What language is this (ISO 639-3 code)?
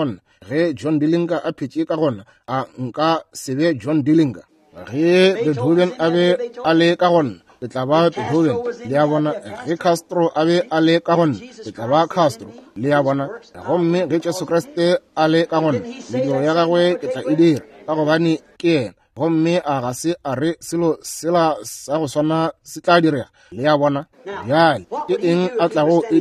nso